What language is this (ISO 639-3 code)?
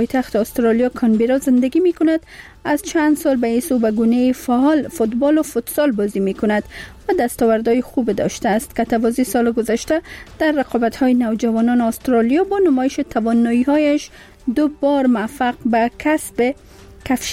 fas